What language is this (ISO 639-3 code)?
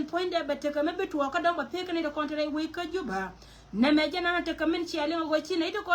nus